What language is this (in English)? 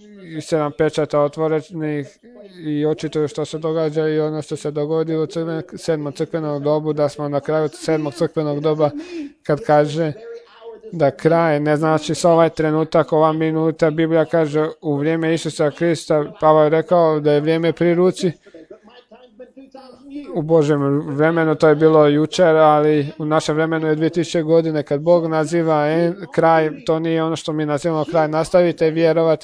Croatian